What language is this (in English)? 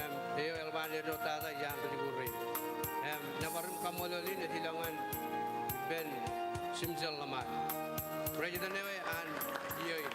Marshallese